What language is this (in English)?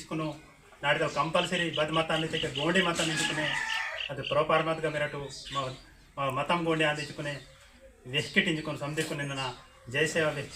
Gondi